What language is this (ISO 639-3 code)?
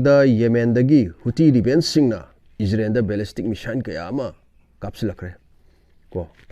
mni